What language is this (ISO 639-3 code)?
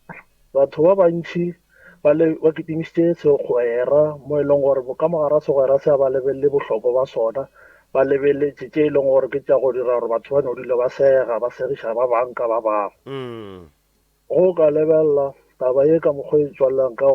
nso